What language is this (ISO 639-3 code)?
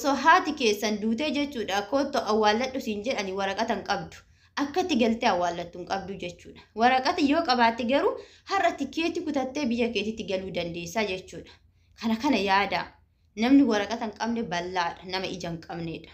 orm